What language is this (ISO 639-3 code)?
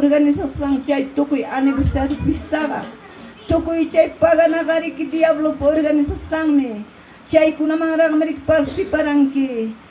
quy